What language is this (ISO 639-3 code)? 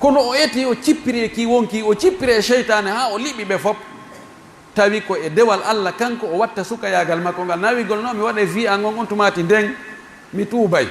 fuf